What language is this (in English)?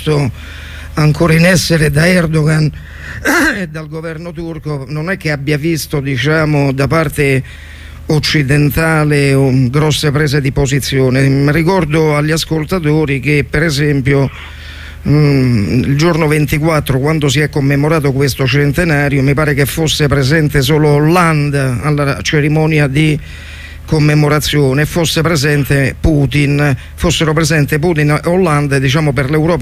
Italian